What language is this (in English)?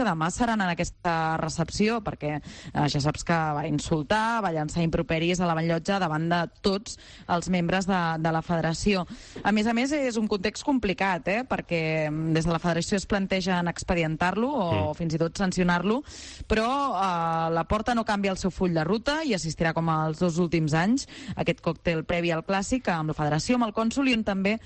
Catalan